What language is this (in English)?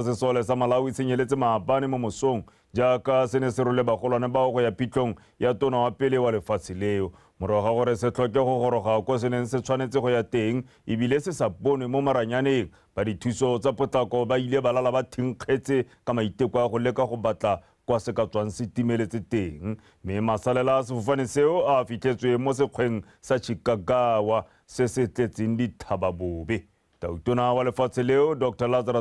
Tswana